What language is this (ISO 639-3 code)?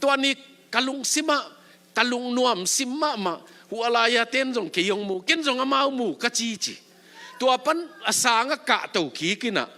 ctd